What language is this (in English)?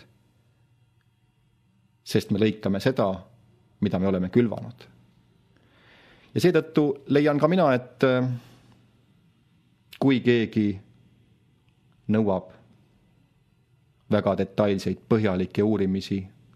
Estonian